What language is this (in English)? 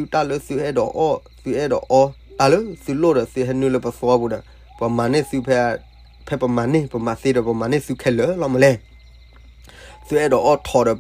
S'gaw Karen